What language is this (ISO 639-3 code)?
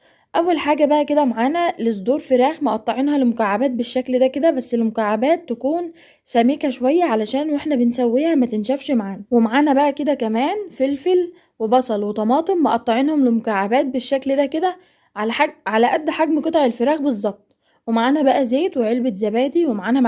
arz